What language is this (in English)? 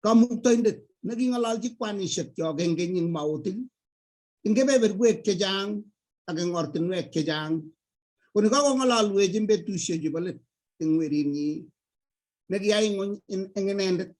Kalenjin